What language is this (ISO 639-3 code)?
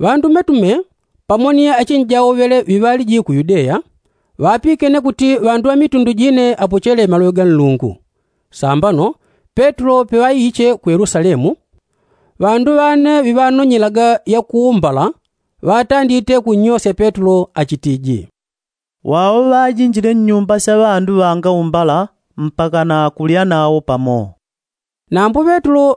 yao